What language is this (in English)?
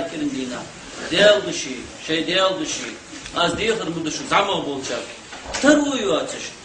Ingush